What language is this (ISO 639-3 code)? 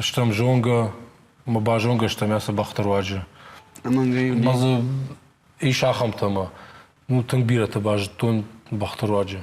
oss